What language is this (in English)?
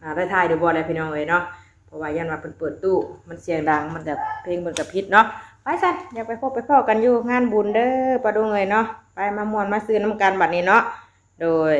Northeastern Thai